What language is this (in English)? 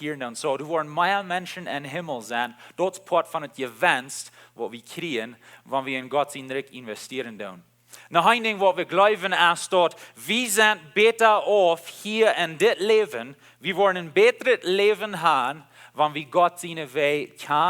Plautdietsch